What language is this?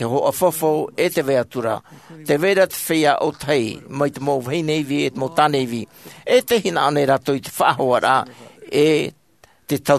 Tahitian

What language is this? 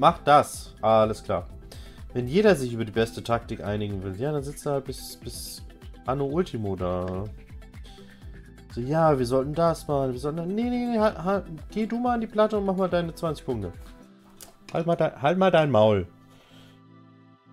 German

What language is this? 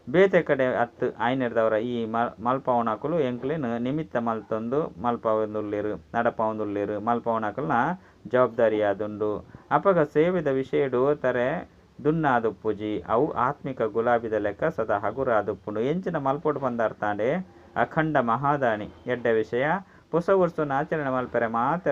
Tulu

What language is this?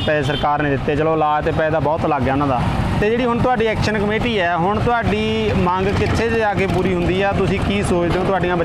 Punjabi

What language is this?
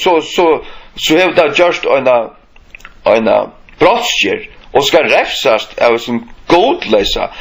Faroese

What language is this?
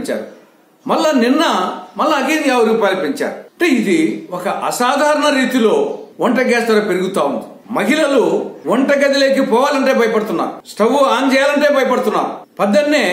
Telugu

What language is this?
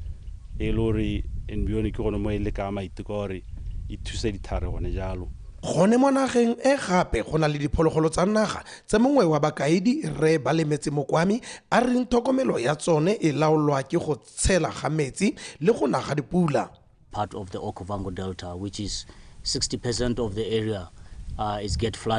Tswana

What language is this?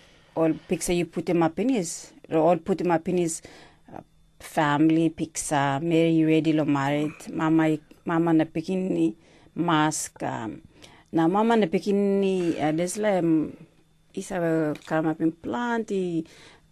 Tok Pisin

